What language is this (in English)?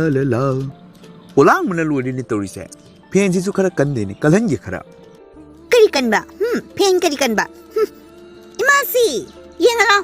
Manipuri